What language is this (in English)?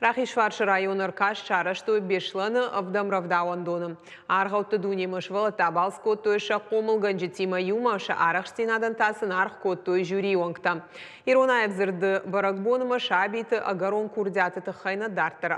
Ossetic